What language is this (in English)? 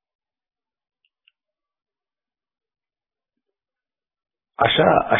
Marathi